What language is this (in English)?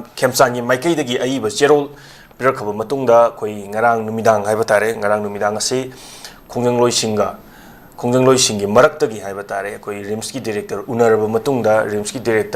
Manipuri